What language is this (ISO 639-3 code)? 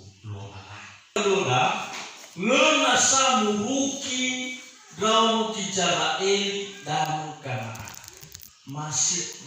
nia